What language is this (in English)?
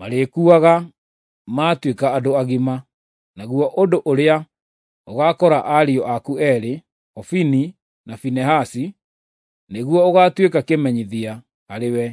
Kikuyu